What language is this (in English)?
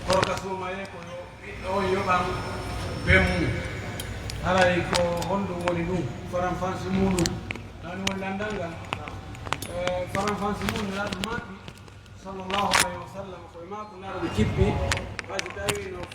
Pular